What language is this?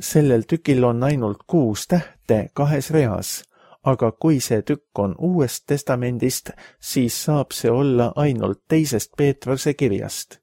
Estonian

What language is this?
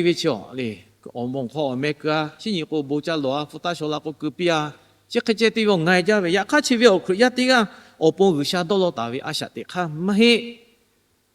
Lahu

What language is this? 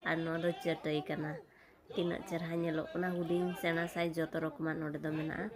Santali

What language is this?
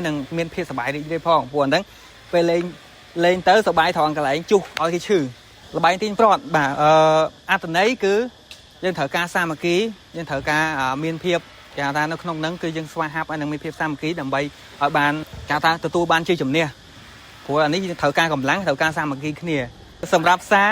Khmer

